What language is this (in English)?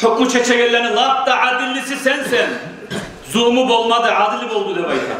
Kumyk